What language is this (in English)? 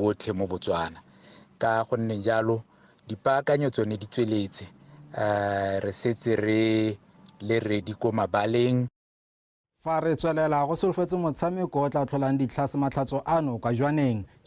Tswana